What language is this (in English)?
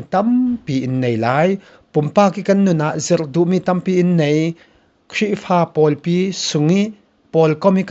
Falam Chin